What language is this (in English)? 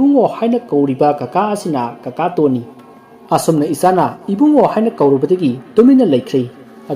Manipuri